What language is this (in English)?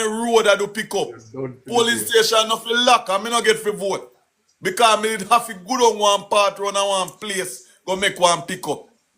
Jamaican Creole English